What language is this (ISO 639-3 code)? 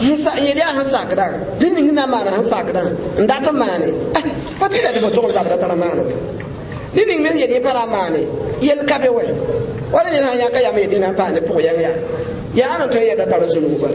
mos